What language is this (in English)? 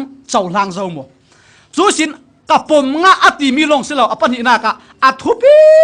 Falam Chin